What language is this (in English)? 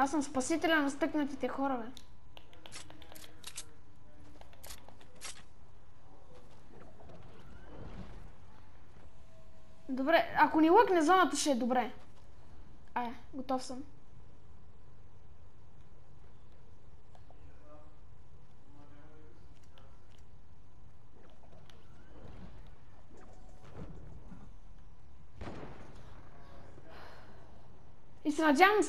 Bulgarian